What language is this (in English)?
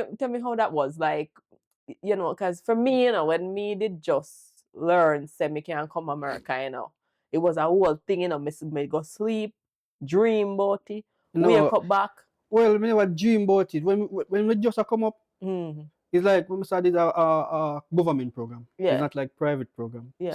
Jamaican Creole English